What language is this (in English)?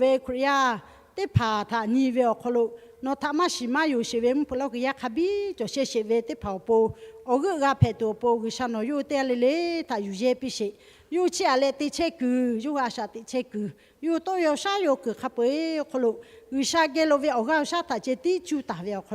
Lahu